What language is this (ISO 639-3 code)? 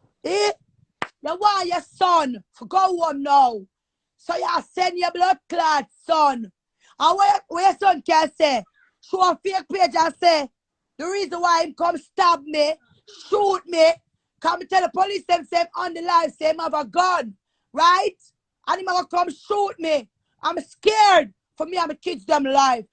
jam